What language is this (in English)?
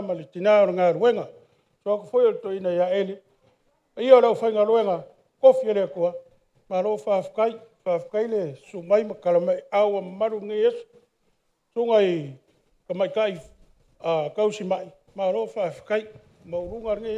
Samoan